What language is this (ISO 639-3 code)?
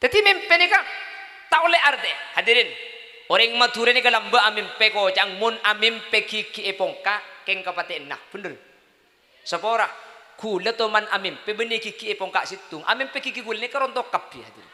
mad